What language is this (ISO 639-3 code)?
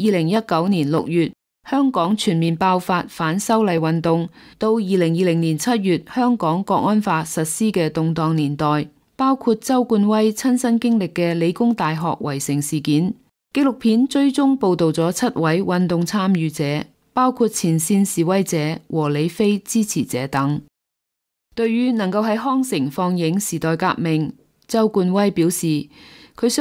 yue